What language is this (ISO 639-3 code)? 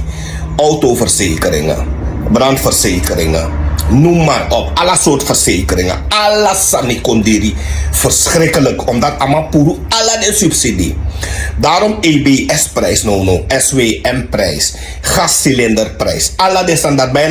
srn